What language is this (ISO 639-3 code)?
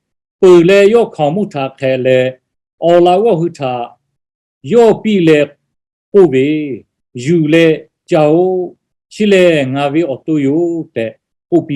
lhu